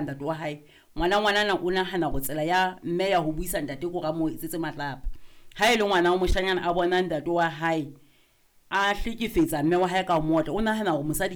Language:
Southern Sotho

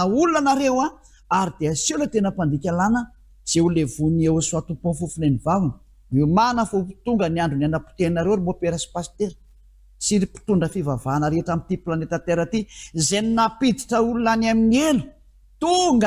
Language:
Malagasy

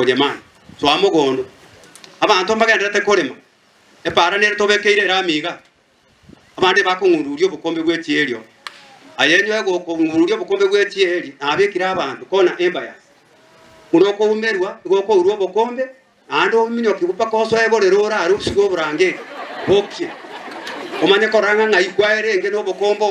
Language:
Gusii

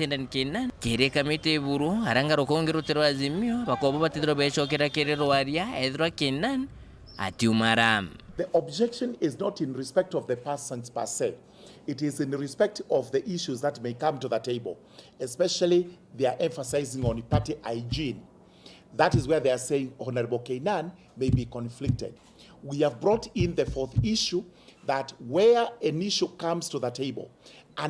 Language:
Meru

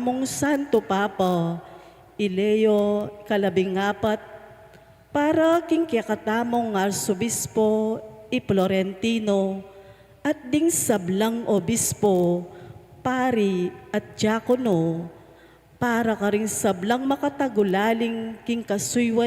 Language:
Pampanga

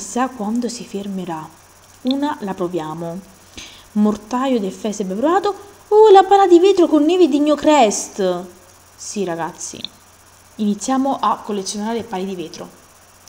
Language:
Italian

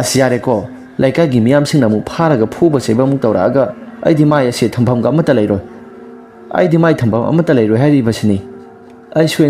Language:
Manipuri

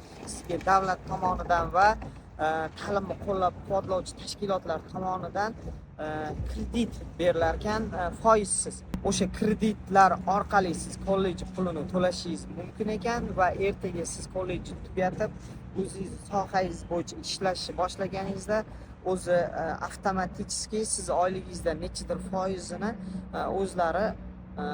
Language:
Uzbek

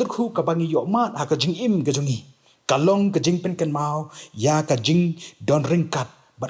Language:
Khasi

